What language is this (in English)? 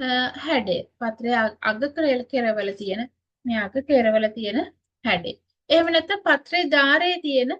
Sinhala